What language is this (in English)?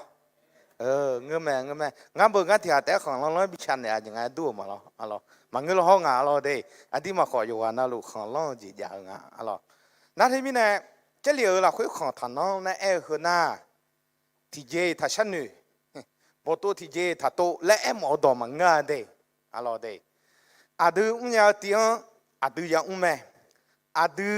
Akha